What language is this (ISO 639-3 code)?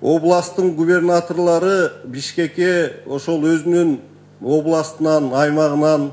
kir